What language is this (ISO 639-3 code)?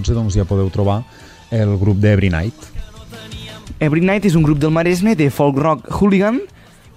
cat